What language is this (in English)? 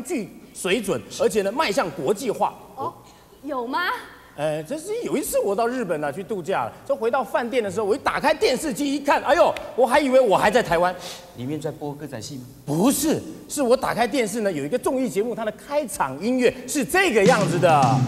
Chinese